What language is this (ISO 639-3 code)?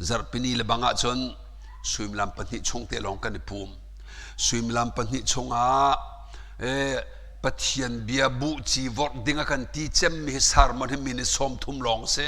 cnh